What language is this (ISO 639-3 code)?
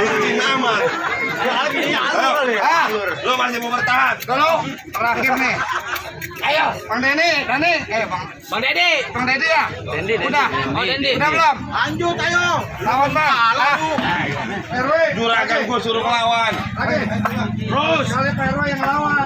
bew